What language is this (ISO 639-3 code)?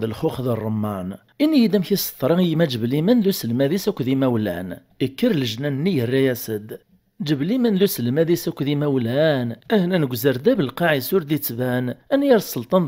kab